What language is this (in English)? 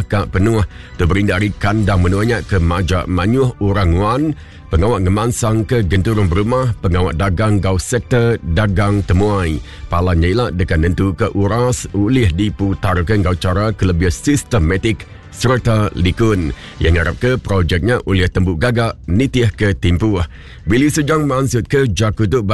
Iban